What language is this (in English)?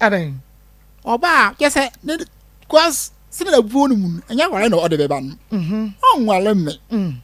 Akan